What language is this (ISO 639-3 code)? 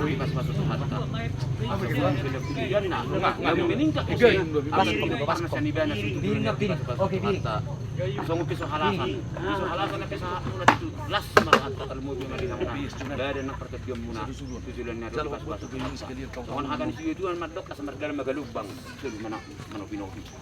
bbc